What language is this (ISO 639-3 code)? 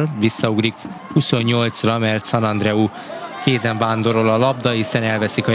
hun